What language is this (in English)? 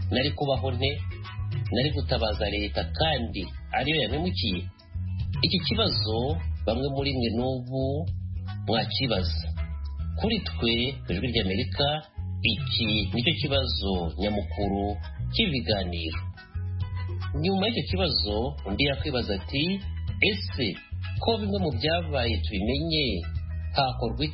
Kinyarwanda